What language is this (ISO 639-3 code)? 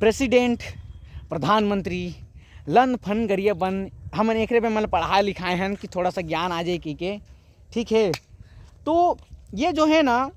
hne